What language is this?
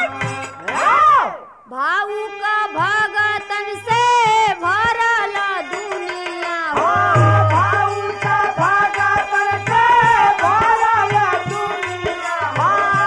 Bhojpuri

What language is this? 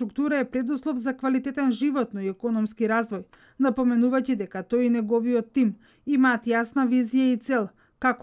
Macedonian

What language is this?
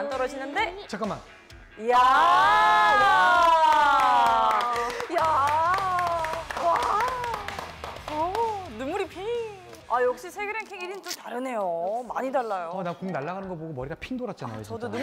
Korean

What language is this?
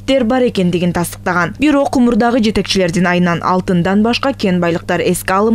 Kyrgyz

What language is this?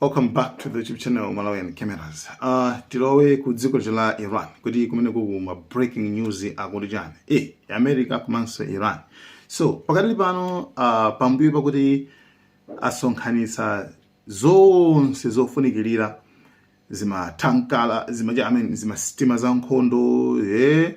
Nyanja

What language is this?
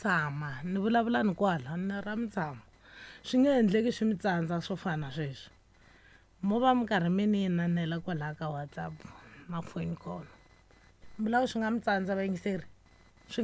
Tsonga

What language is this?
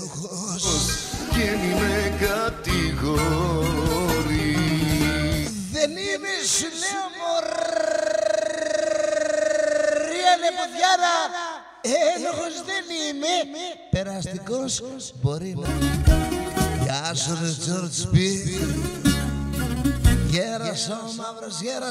Greek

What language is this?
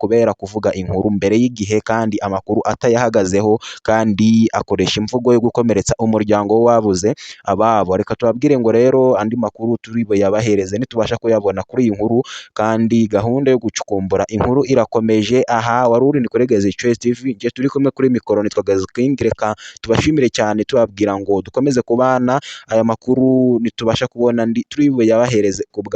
Kinyarwanda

